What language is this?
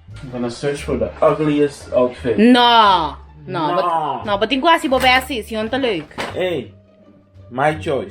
Papiamento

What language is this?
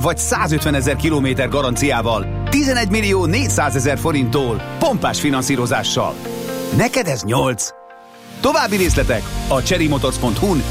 Hungarian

